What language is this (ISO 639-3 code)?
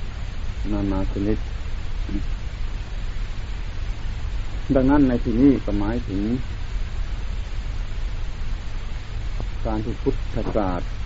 tha